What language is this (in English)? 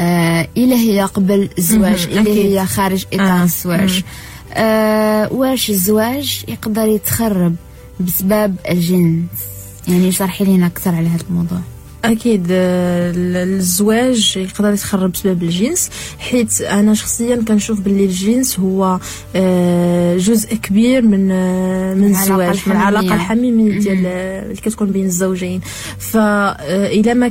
Moroccan Arabic